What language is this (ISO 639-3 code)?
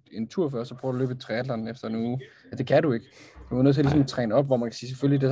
dan